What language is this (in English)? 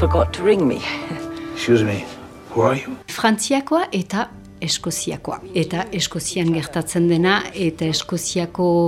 Basque